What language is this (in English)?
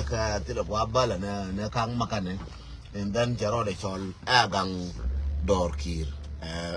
Nuer